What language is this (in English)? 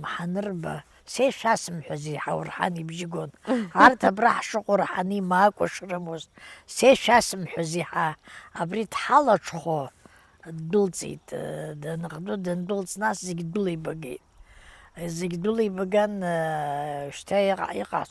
Abkhazian